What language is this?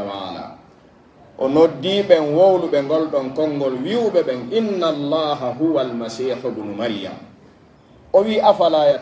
Pular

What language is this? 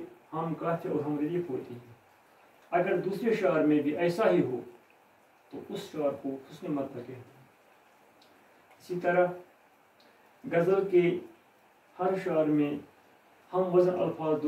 Urdu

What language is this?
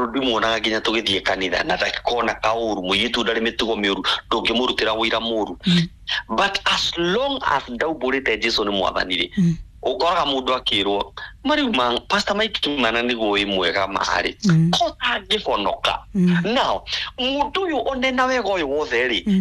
Kikuyu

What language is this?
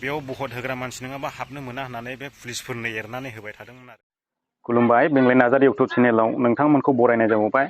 Bodo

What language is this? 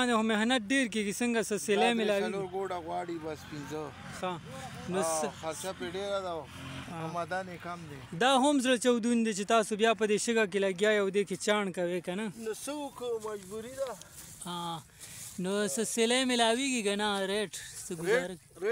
Pashto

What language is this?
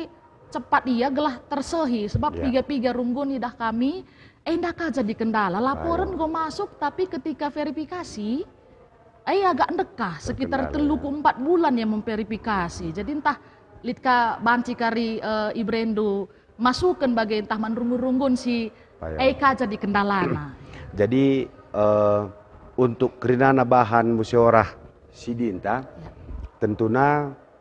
Batak Karo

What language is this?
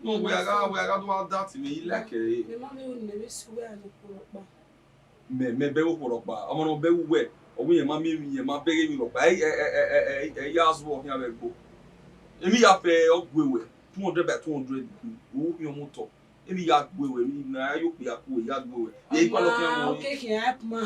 Bini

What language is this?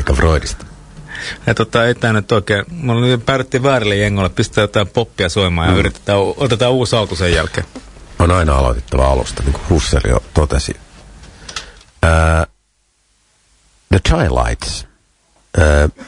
Finnish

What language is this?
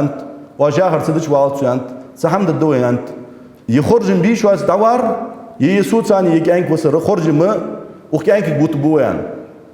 Ingush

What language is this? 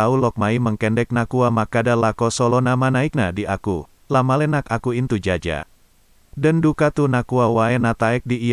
Toraja-Sa'dan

